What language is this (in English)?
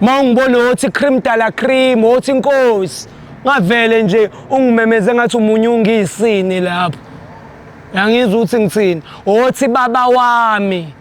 Zulu